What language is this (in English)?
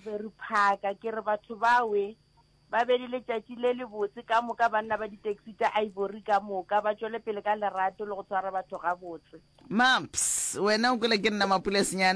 Northern Sotho